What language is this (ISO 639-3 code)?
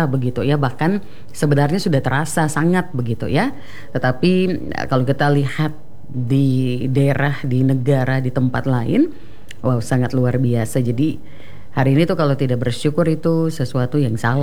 ind